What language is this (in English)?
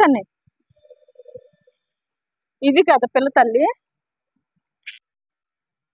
Telugu